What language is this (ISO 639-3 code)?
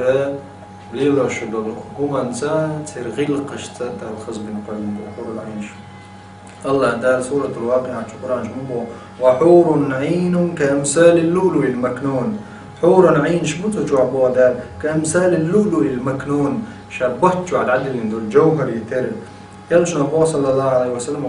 che